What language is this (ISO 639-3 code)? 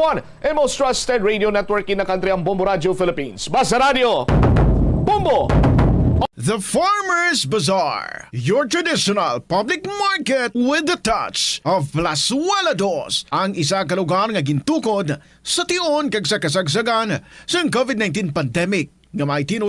hil